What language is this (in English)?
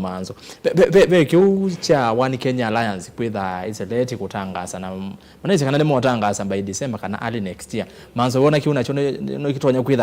Kamba